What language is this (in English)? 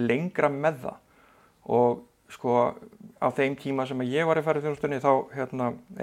Icelandic